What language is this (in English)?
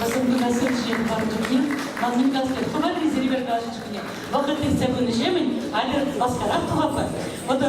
Chuvash